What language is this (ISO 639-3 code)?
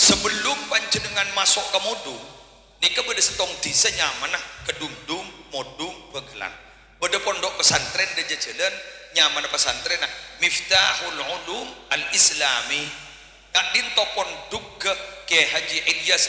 mad